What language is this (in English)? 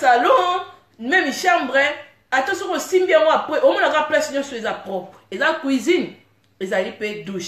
Lingala